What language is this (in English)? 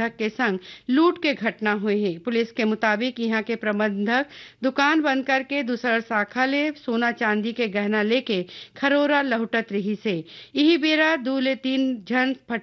Chhattisgarhi